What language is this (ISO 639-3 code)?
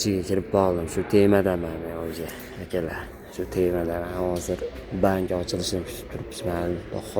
uzb